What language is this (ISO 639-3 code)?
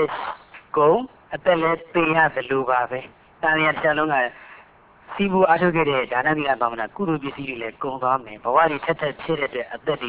mya